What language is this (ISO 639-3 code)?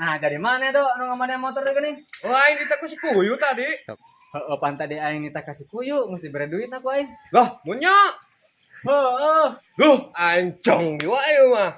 sun